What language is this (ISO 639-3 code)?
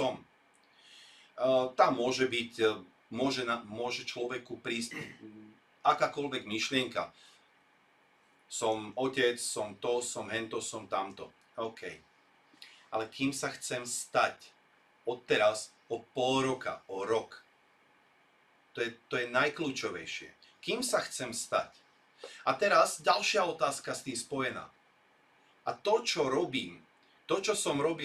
slk